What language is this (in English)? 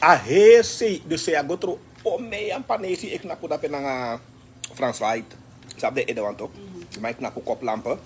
Sranan Tongo